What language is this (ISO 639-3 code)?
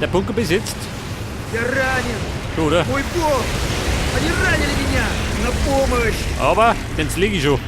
bar